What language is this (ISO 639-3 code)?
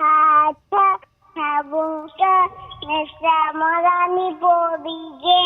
mni